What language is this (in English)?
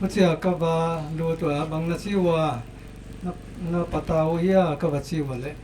Paite Chin